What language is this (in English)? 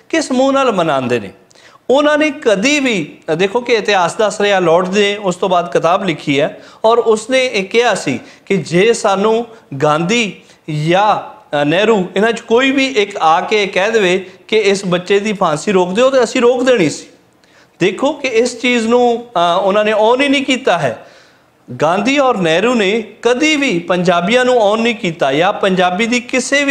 Western Panjabi